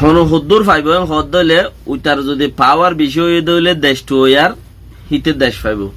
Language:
Rohingya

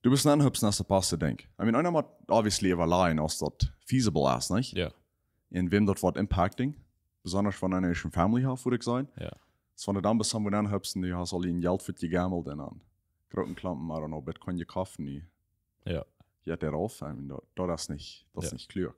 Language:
Plautdietsch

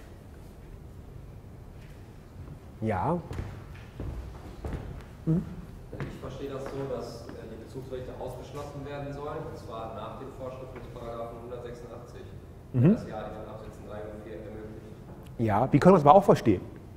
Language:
German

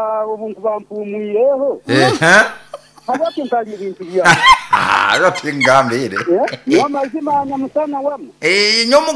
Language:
Nyoro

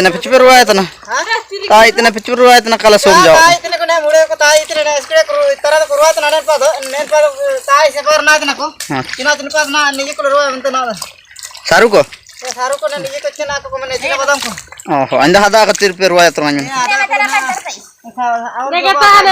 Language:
Ho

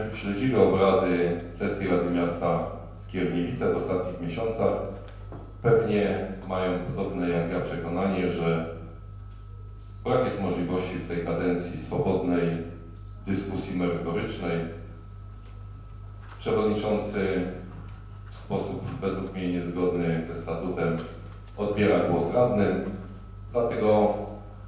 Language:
Polish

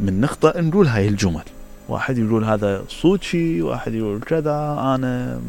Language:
Mesopotamian Arabic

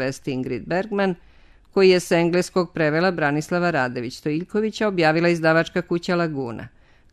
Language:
Serbian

